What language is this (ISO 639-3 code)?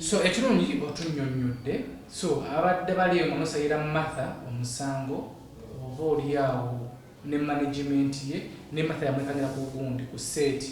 lug